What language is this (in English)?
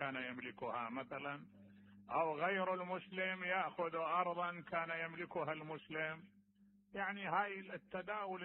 Mesopotamian Arabic